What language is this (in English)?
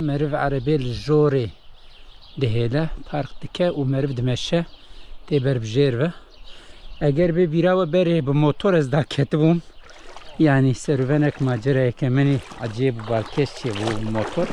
Kurdish